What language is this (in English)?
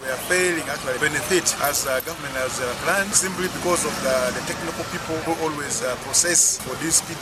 Nyoro